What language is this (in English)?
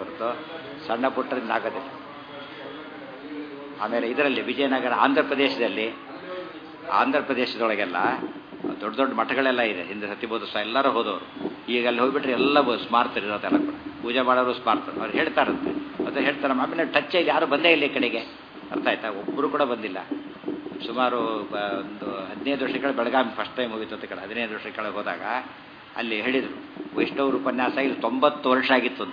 Kannada